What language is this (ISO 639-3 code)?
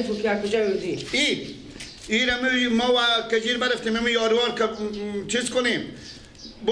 fas